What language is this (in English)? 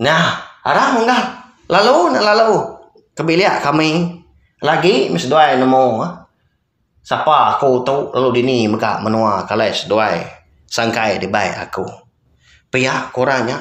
Iban